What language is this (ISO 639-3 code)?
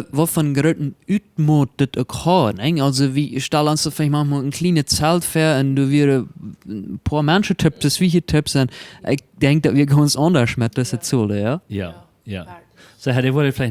pdt